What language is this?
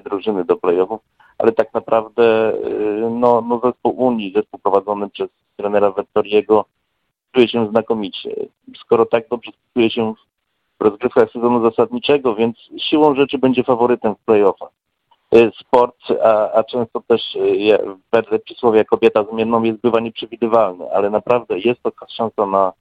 Polish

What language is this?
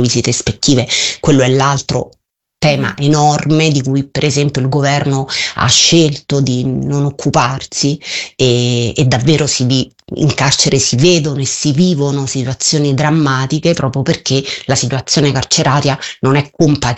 Italian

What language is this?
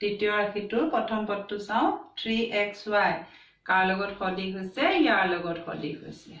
Assamese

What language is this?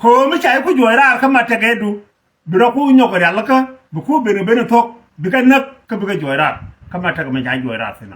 Nuer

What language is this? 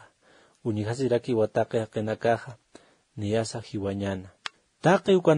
Aymara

